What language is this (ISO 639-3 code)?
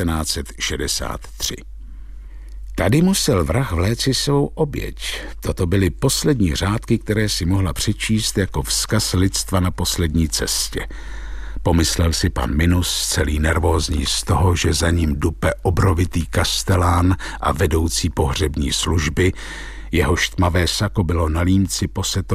ces